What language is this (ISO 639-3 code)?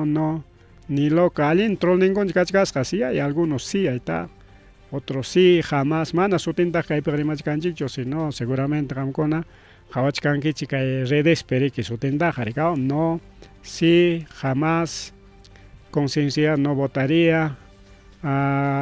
quy